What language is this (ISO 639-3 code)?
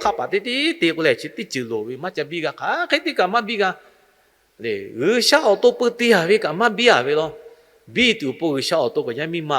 lhu